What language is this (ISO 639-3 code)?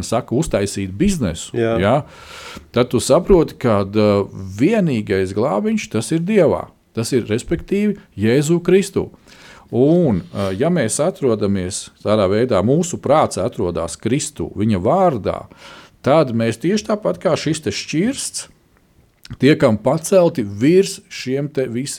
lav